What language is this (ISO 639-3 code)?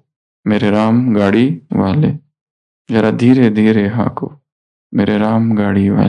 hin